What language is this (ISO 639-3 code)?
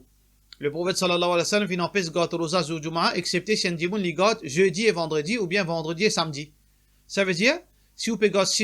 mfe